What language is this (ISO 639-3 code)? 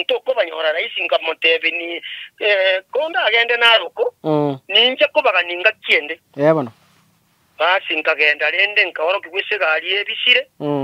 guz